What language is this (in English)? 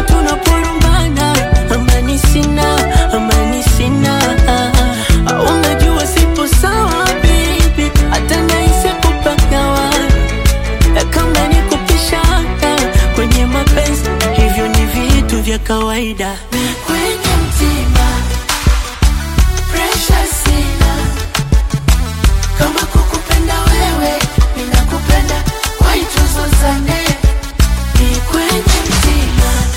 Swahili